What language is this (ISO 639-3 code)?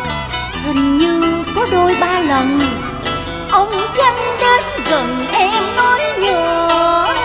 vie